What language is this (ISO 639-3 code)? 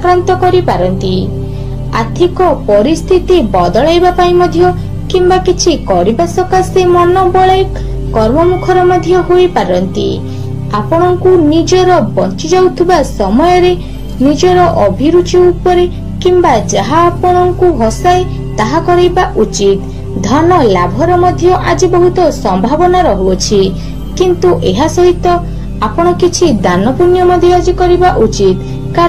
ori